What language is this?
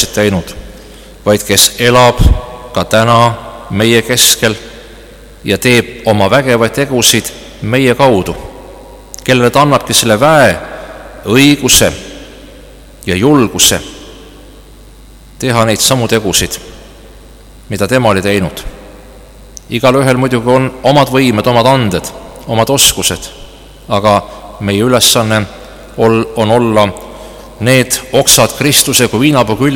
Estonian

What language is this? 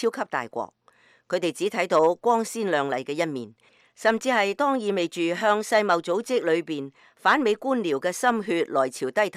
Cantonese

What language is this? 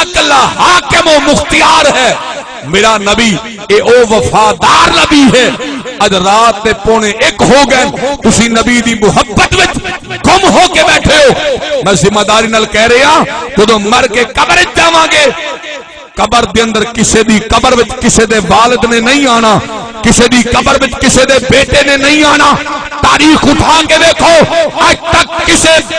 Saraiki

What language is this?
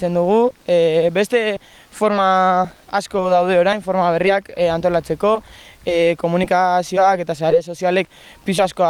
Basque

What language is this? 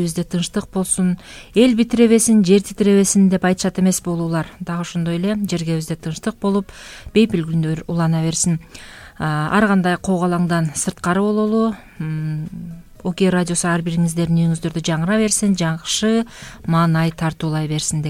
Kyrgyz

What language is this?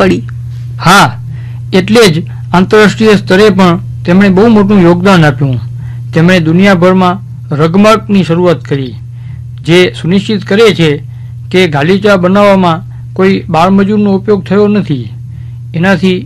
Gujarati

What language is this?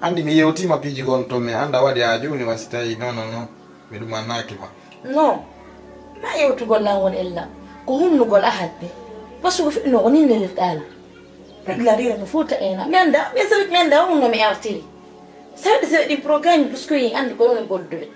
Fula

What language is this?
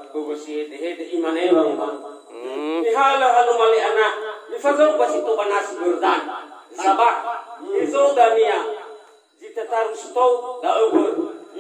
Nias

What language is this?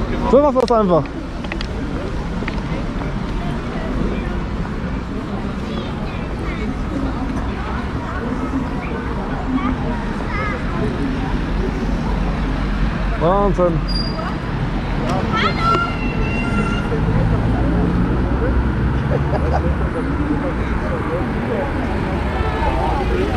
German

